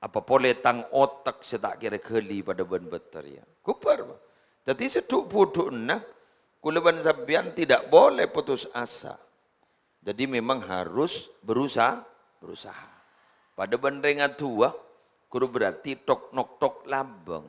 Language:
Madurese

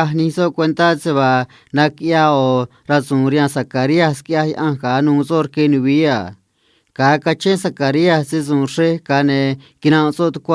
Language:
Copala Triqui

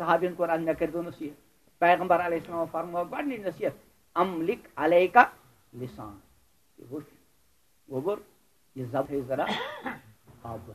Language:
Kashmiri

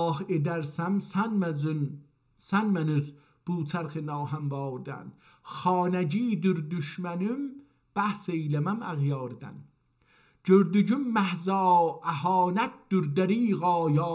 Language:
South Azerbaijani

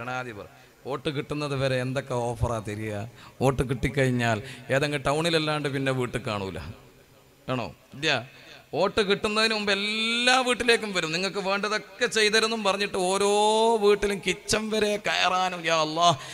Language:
Malayalam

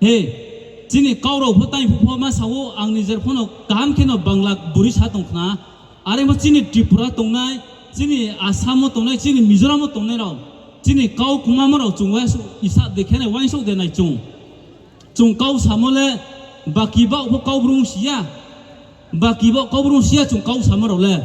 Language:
Riang (India)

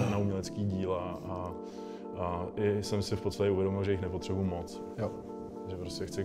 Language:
Czech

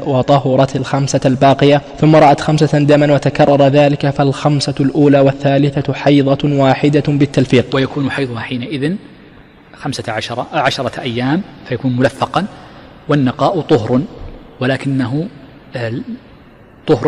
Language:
Arabic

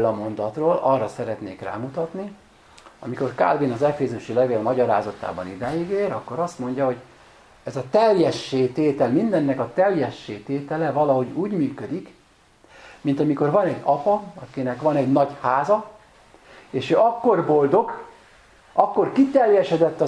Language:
Hungarian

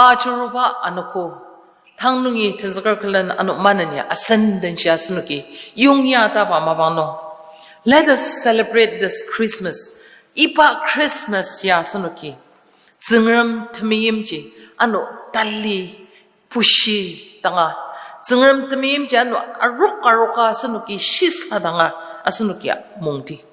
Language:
Ao Naga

